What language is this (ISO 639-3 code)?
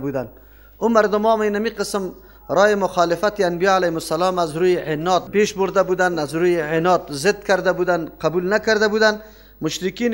fas